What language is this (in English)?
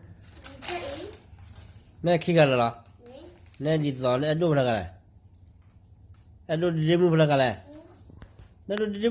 S'gaw Karen